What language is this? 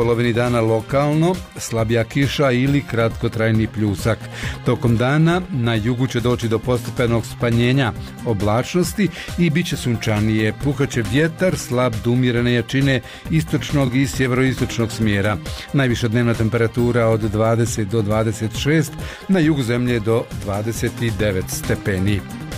Bosnian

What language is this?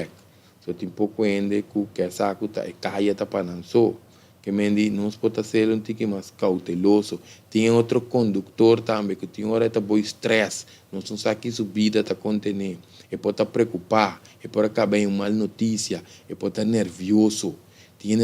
Papiamento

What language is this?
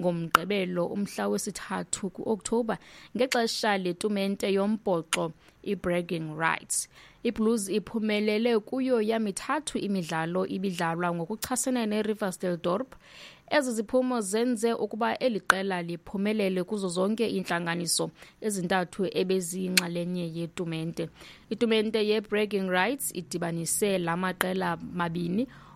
Xhosa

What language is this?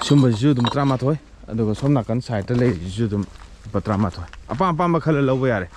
Manipuri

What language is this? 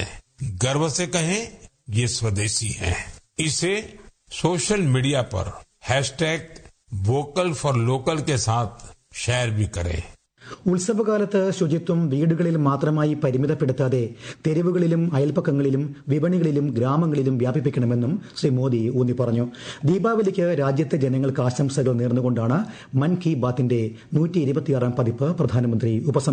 Malayalam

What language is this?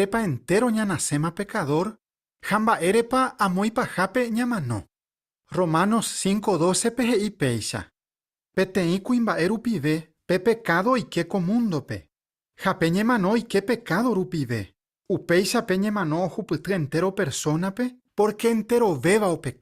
Guarani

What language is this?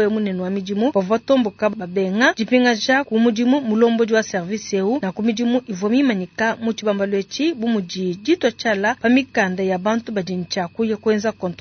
Luba-Lulua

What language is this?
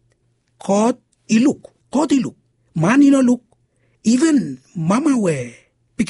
Bislama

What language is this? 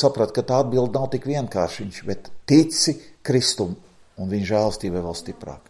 Latvian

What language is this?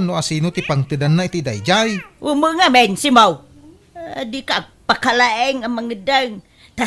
Iloko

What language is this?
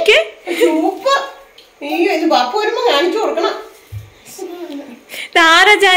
Malayalam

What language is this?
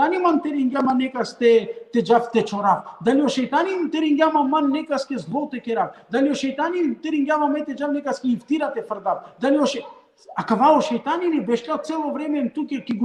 Balkan Romani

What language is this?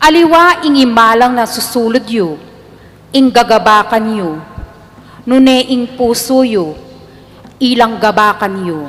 Pampanga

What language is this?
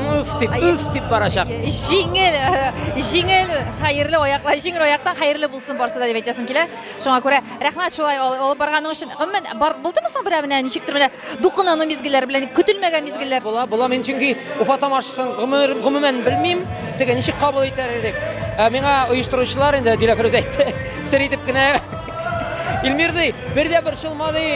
Tatar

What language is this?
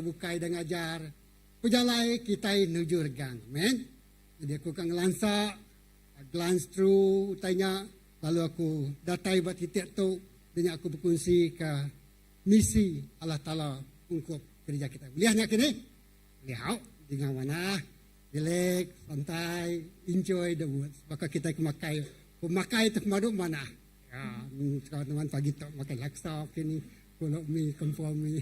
Iban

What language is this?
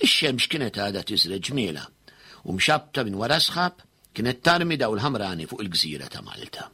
Maltese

